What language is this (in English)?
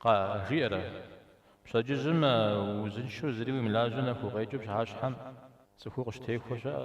Kabardian